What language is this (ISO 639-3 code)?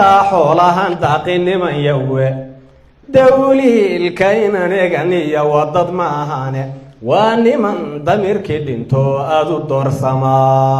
som